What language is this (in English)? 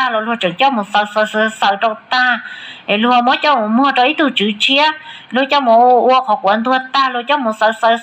Hmong